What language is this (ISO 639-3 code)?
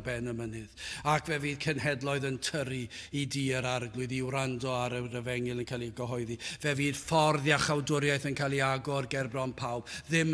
cym